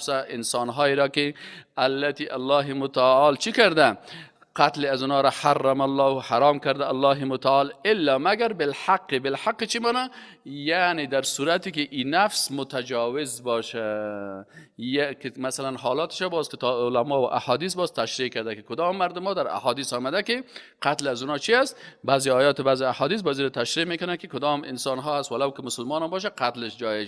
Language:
Persian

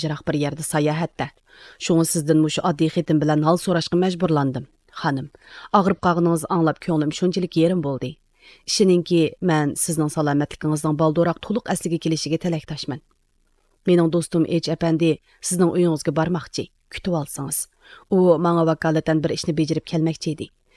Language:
Uyghur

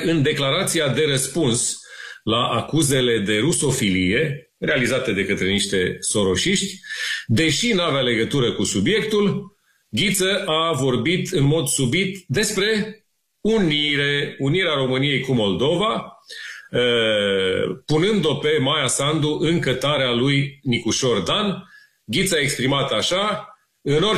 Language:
Romanian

